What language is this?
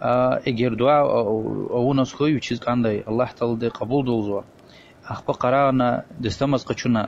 Lezghian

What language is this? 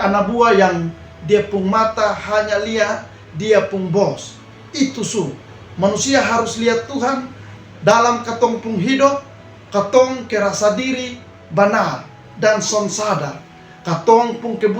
Kupang Malay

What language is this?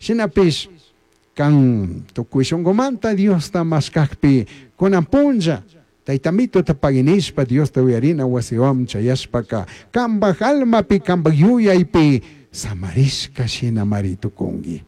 Chimborazo Highland Quichua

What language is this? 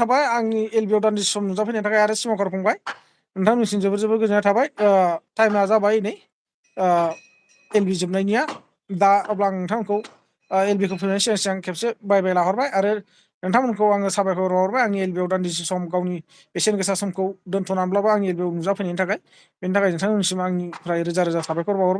Bodo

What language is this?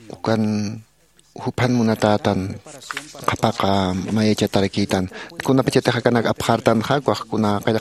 Aymara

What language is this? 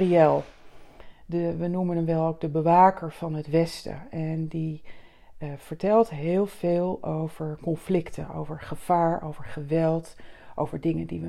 Dutch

